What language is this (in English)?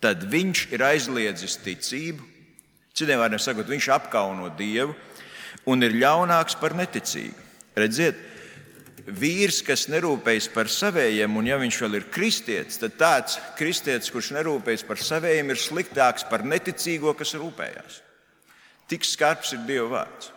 Latvian